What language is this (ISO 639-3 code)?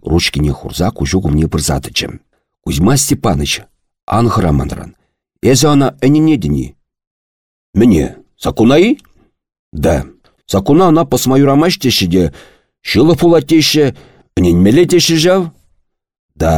chv